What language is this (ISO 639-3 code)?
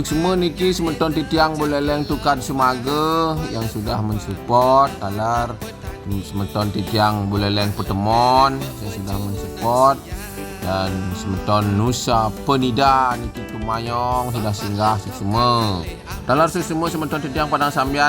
ban